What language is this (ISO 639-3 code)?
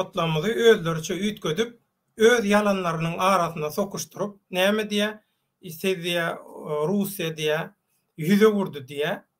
tuk